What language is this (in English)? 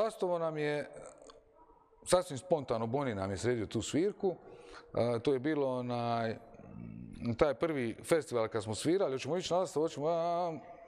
Croatian